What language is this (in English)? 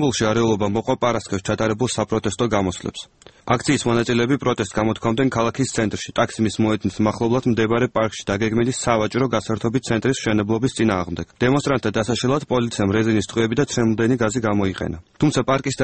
Georgian